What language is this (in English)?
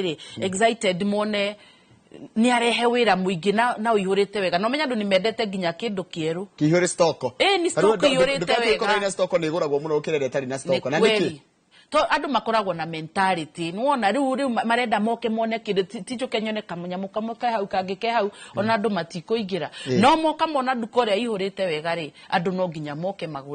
Kikuyu